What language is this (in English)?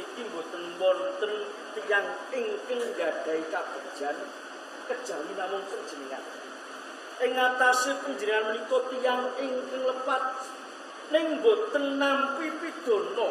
Javanese